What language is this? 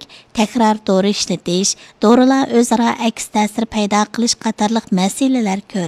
Uyghur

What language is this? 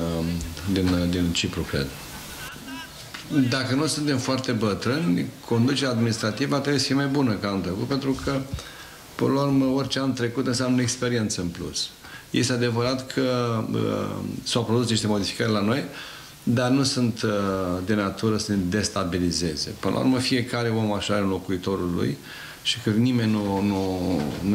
Romanian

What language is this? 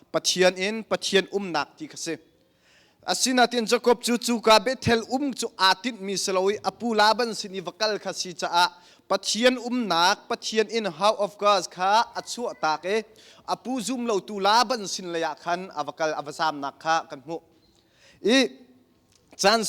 Hakha Chin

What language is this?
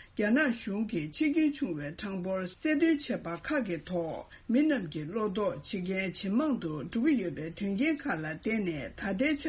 Tibetan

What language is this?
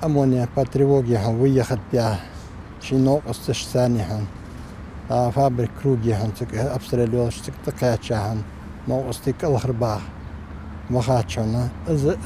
Ingush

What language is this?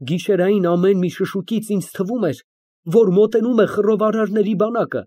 Armenian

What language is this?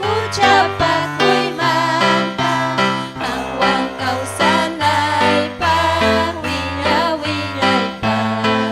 Ayacucho Quechua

